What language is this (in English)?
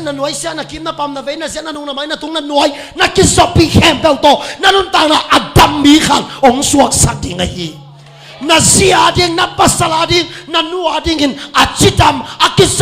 Tedim Chin